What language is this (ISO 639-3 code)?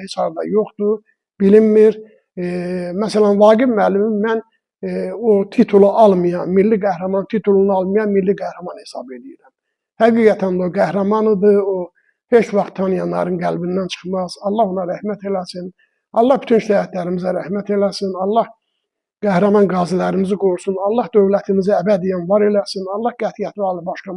aze